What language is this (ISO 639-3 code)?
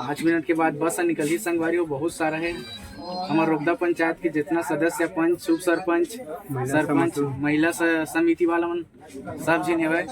hne